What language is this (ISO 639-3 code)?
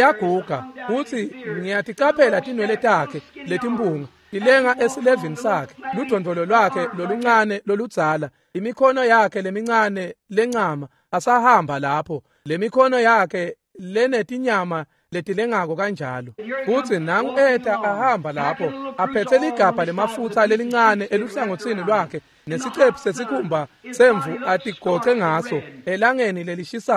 ssw